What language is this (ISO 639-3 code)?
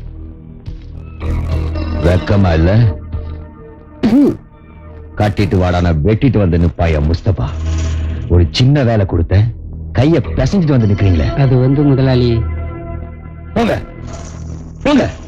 tam